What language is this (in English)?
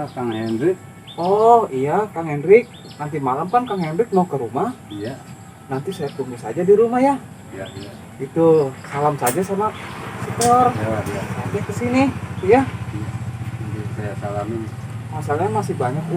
Betawi